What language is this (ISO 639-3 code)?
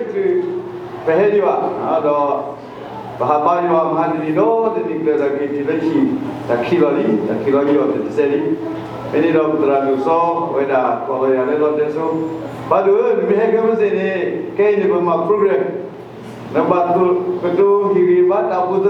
ksw